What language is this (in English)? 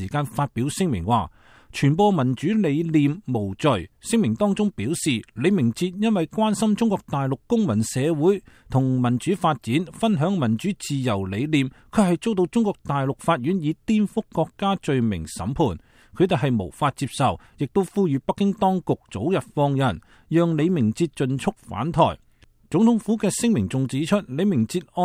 Cantonese